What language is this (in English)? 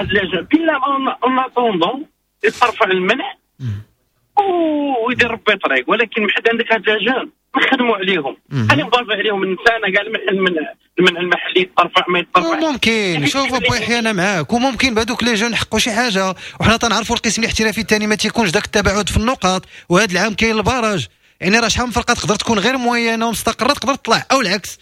Moroccan Arabic